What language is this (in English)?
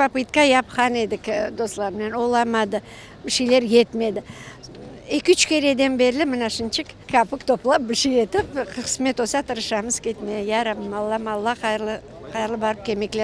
Crimean Tatar